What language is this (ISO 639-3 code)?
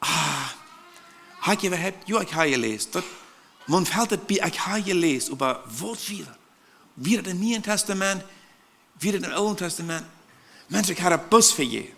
pdt